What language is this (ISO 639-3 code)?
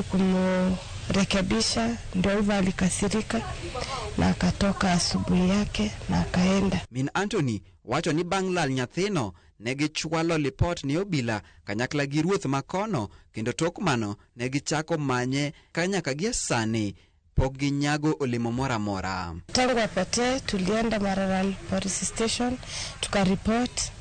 luo